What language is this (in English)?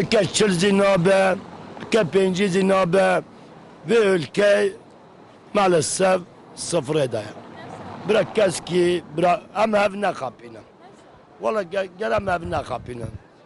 Kurdish